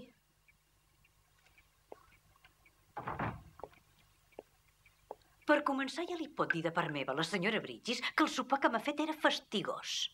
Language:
Catalan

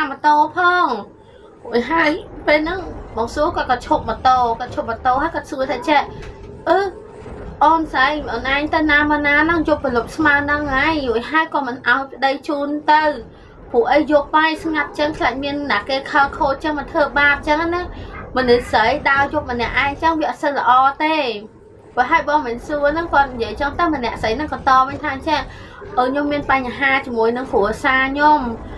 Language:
Khmer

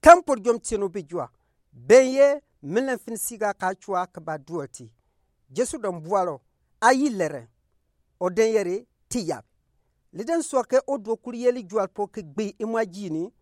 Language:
Gourmanchéma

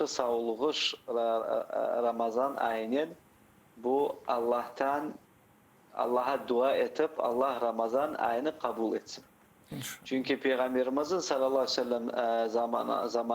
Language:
Crimean Tatar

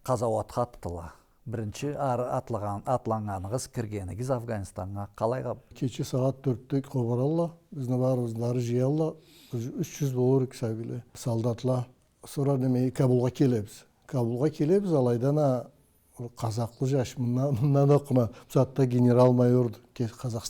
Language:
Karachay-Balkar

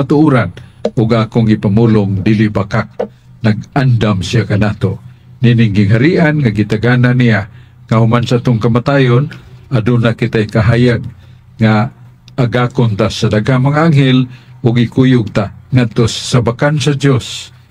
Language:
Cebuano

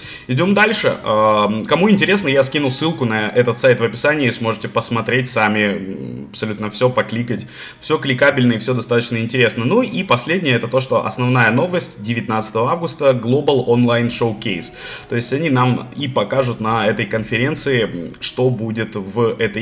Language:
Russian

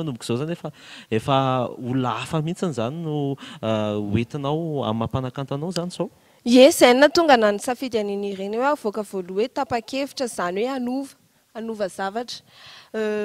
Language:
Malagasy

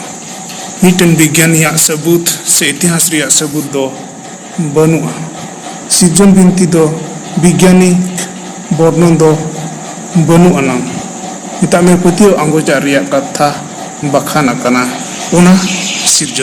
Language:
Santali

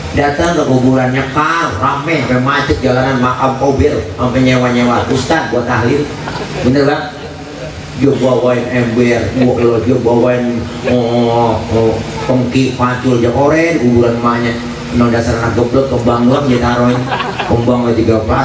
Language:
Betawi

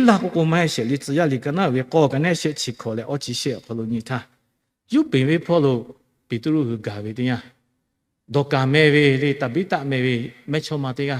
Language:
Lahu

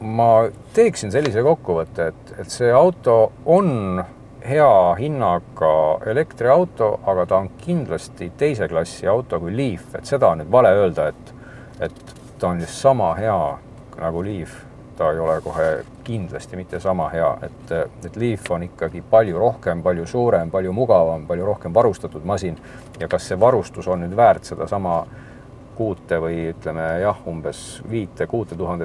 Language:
Estonian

